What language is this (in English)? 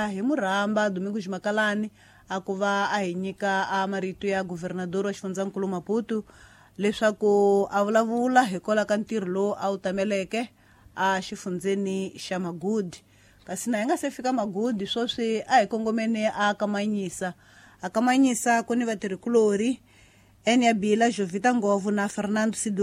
Tsonga